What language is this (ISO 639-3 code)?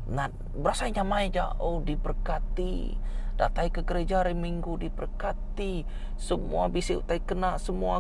iba